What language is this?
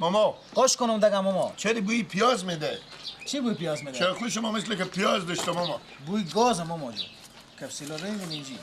Persian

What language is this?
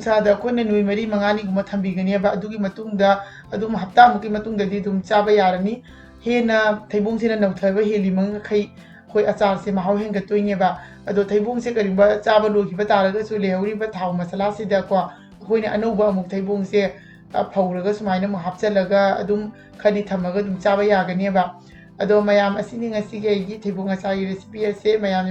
Manipuri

